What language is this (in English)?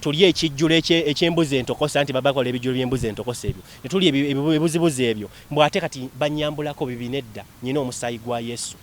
Ganda